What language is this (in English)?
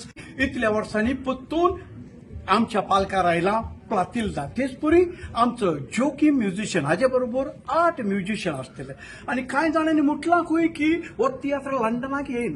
Konkani